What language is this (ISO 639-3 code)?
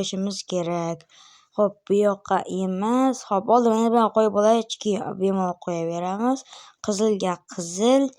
uzb